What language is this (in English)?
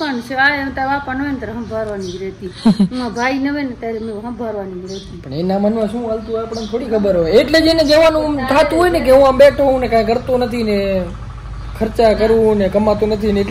Gujarati